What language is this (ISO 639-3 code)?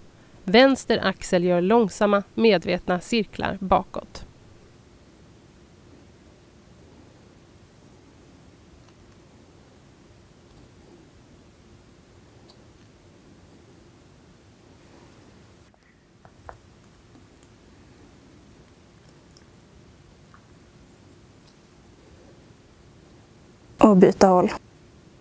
swe